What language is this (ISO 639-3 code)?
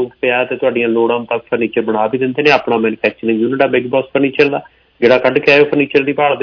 pan